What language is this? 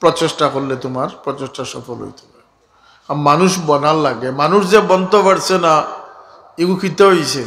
Sylheti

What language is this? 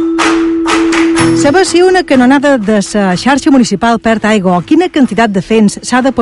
Catalan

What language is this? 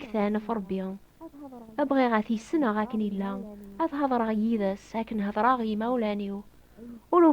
Kabyle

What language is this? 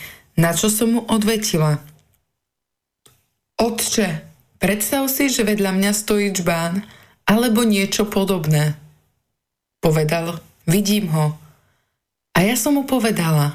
Slovak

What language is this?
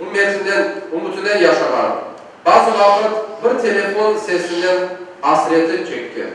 Crimean Tatar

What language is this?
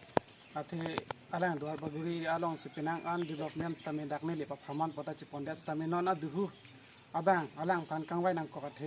Karbi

